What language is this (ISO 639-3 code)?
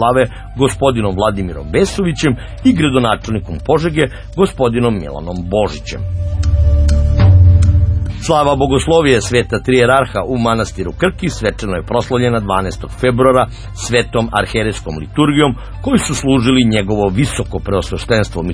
srp